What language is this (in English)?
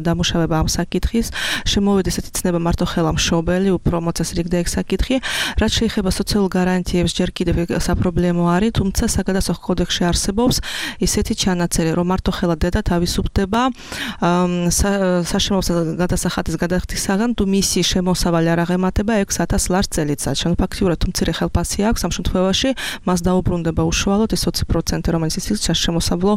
Georgian